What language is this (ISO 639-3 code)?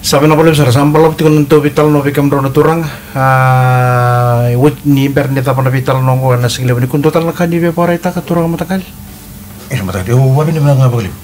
fij